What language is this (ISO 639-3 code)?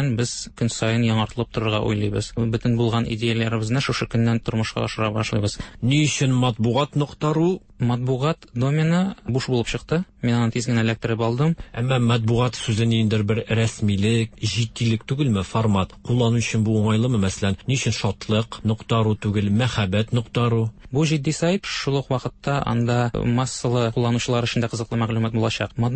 tat